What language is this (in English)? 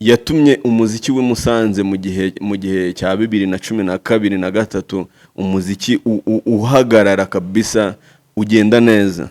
Kinyarwanda